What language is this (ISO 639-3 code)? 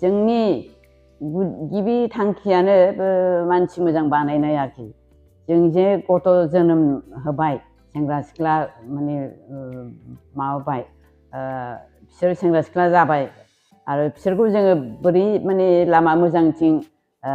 brx